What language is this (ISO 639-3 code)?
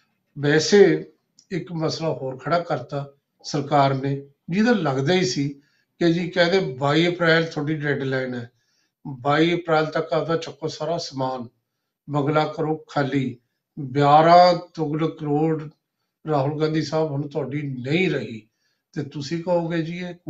pan